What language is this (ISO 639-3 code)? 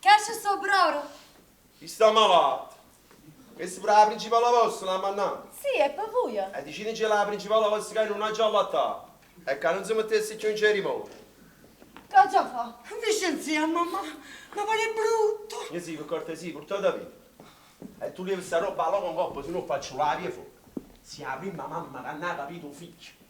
nap